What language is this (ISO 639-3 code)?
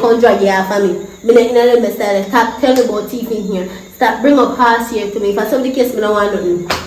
jam